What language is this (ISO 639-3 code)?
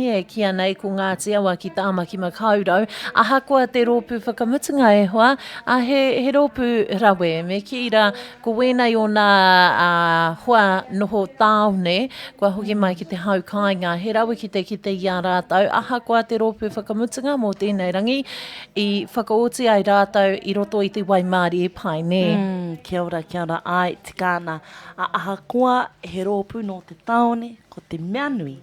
mri